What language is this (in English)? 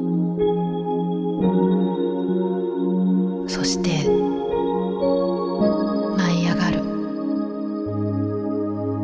Japanese